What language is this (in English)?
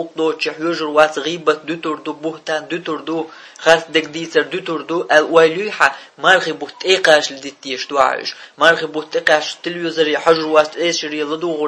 Chechen